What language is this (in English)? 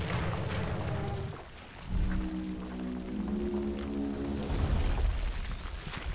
Slovak